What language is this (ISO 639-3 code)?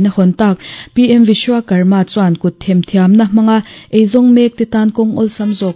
lus